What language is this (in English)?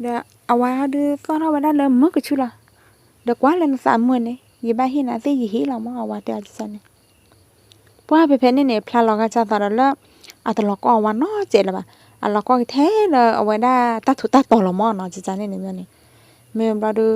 S'gaw Karen